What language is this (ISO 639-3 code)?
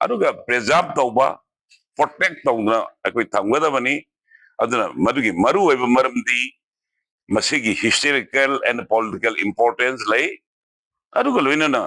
mni